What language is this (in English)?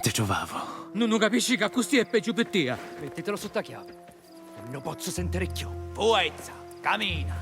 Sicilian